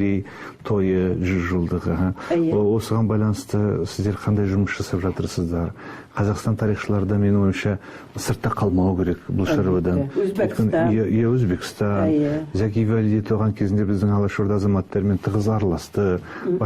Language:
Bashkir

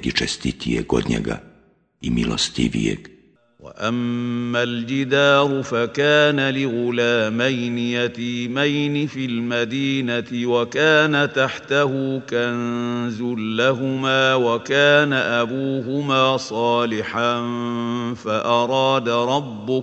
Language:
Bosnian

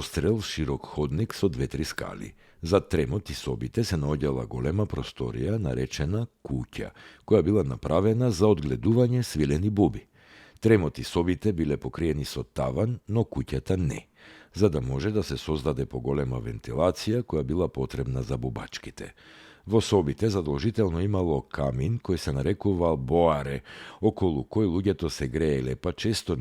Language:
Macedonian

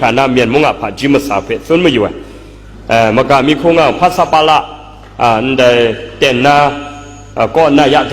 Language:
Kachin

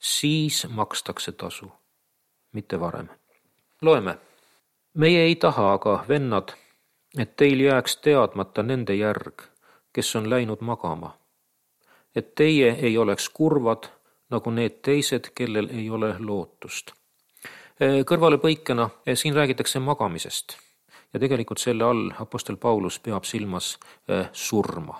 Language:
Estonian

